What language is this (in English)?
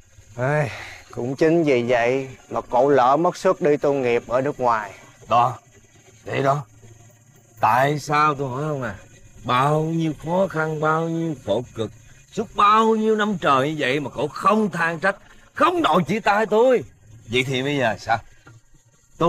Vietnamese